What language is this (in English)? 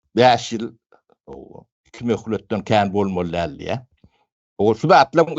Turkmen